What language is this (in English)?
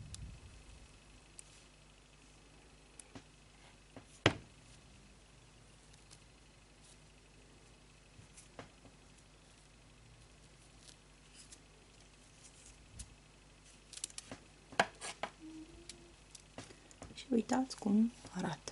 Romanian